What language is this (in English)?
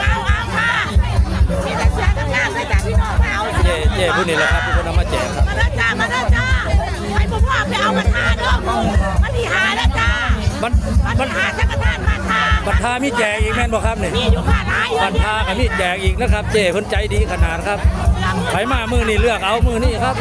Northeastern Thai